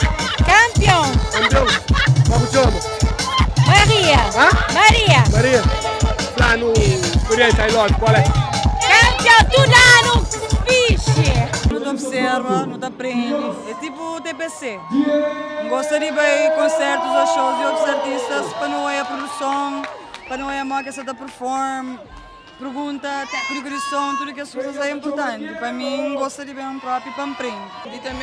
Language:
Kabuverdianu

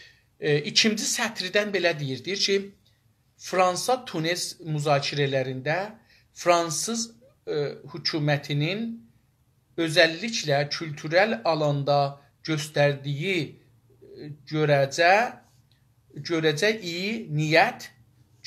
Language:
South Azerbaijani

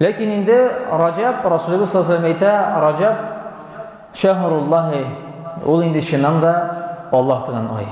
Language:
Tatar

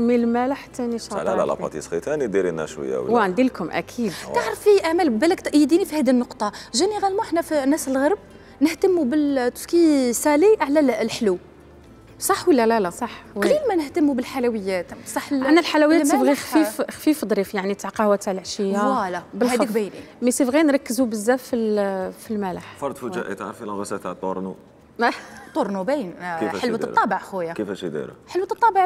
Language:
Algerian Arabic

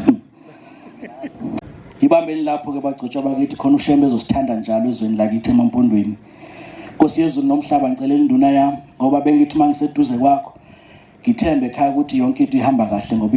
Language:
Zulu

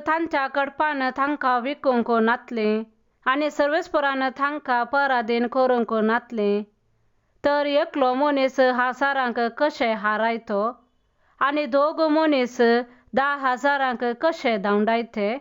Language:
Konkani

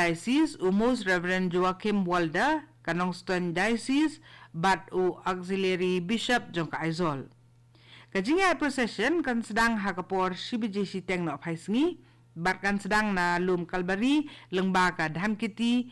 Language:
Khasi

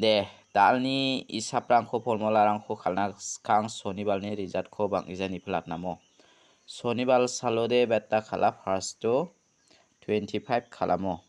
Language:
Garo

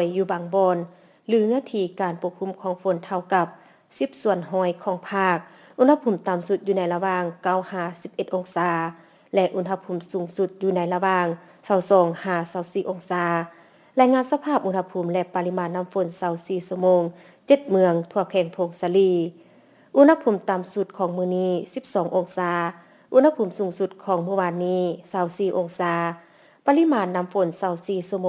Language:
Lao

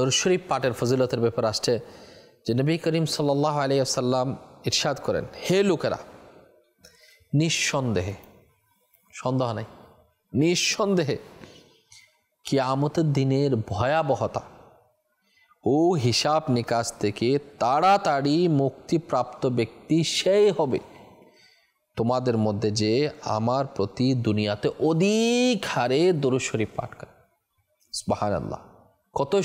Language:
Bangla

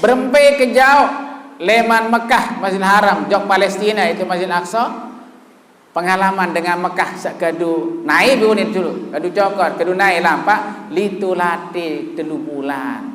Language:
Sasak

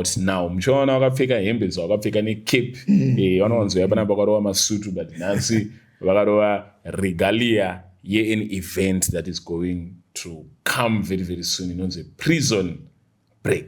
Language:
Shona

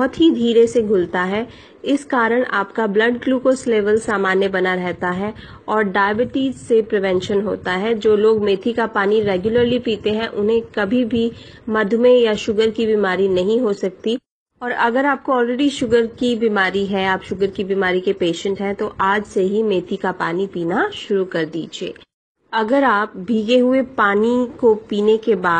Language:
Hindi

